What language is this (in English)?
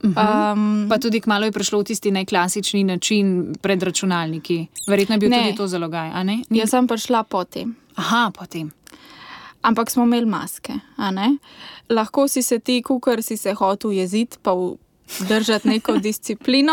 Slovenian